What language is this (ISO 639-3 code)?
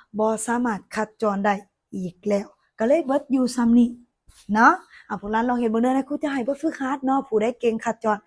lao